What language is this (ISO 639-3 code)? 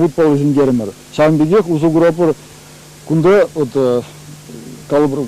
chv